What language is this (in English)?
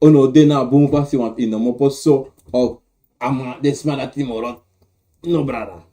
Sranan Tongo